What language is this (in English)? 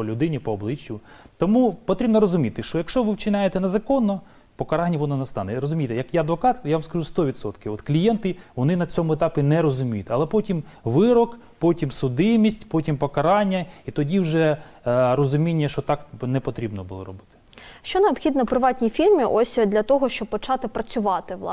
Ukrainian